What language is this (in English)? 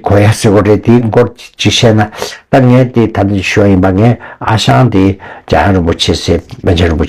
Tibetan